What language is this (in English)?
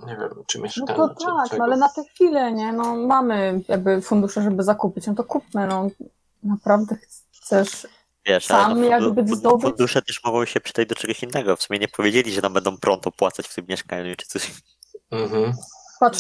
Polish